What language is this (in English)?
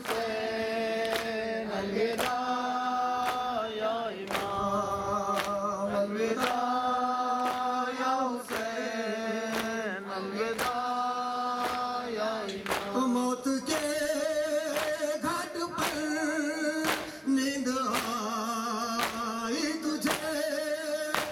Urdu